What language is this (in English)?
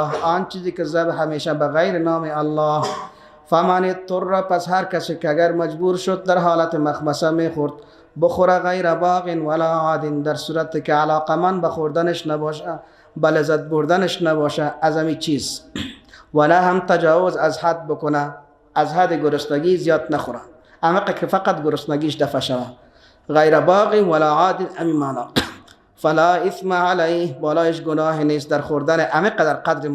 Persian